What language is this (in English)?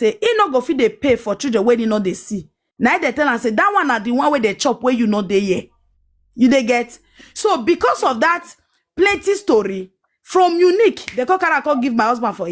Nigerian Pidgin